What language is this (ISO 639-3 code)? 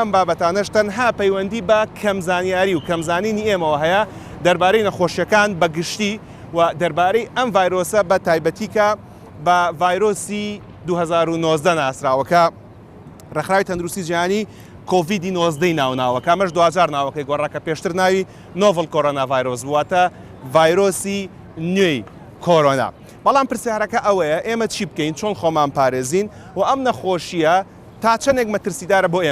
ckb